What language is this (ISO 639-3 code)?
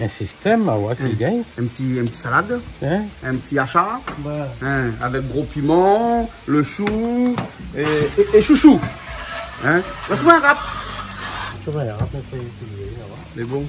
rcf